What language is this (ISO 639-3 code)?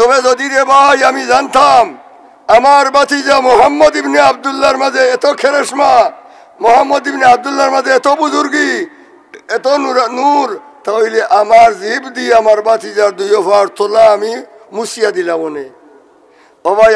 syl